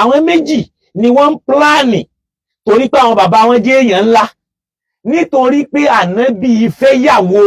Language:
Yoruba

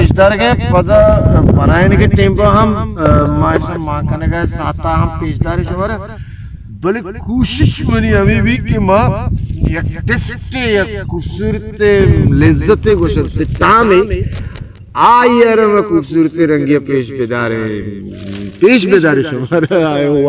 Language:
Baluchi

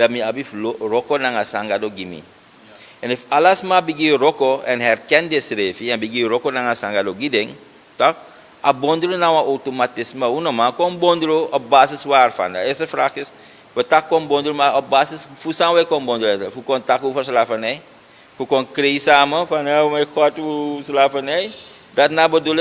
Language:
Sranan Tongo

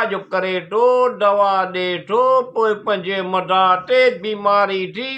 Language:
Sindhi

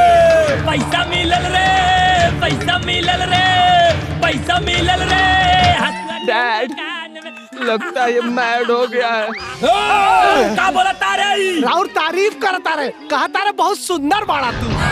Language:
Bhojpuri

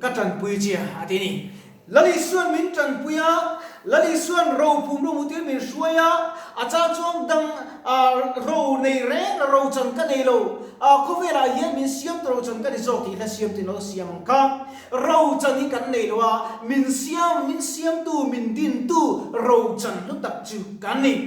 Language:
Mizo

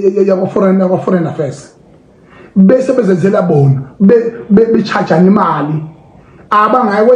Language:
Zulu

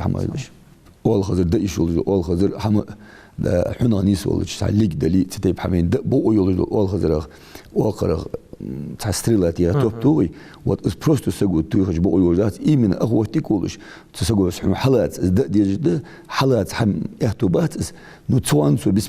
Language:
Ingush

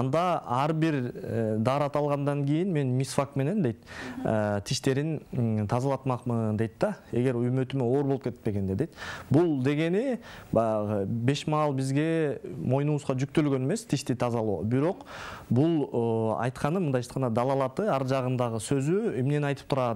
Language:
Kyrgyz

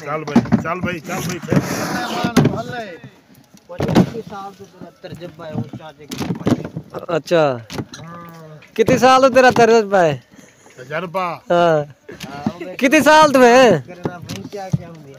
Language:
Saraiki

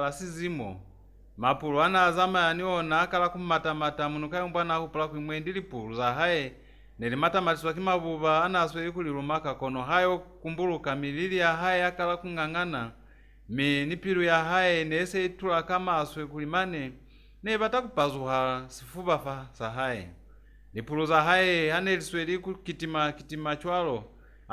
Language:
Lozi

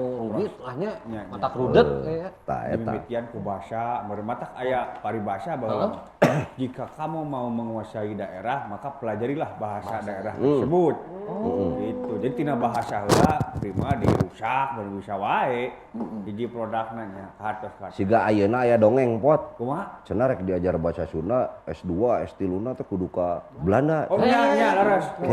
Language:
Sundanese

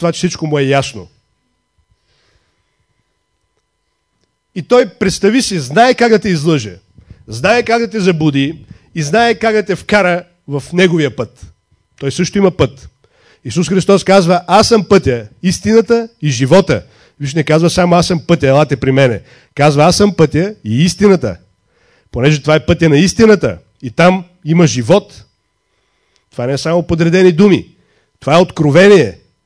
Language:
Bulgarian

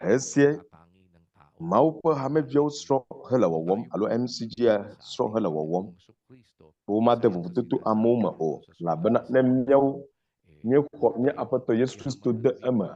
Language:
Ewe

